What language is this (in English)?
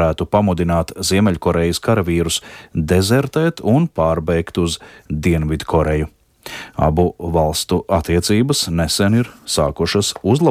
Latvian